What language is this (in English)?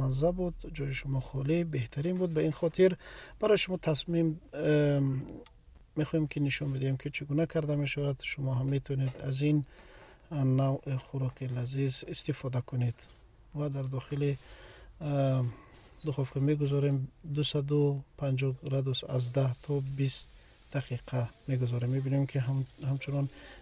Tajik